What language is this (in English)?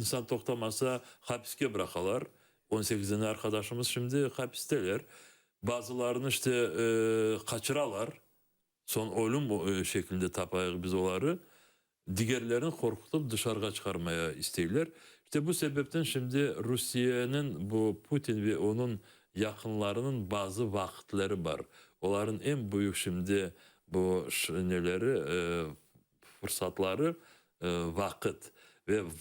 Crimean Tatar